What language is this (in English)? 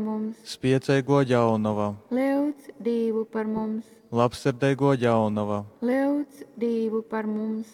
Latgalian